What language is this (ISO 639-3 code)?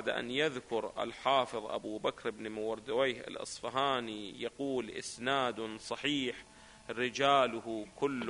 ara